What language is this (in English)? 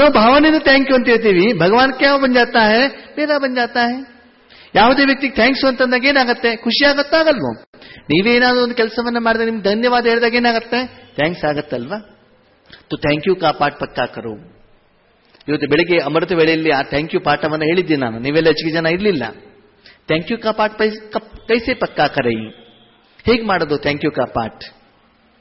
Kannada